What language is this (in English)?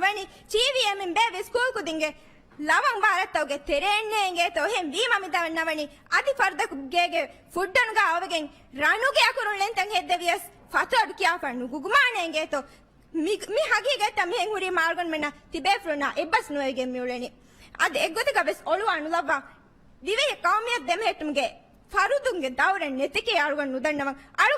Divehi